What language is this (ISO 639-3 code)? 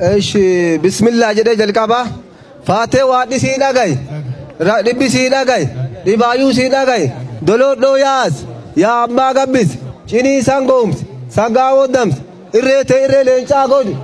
orm